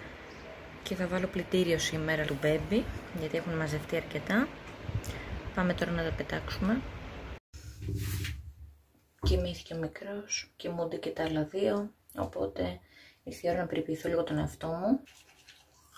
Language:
Greek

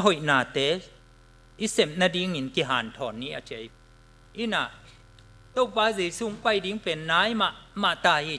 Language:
Tedim Chin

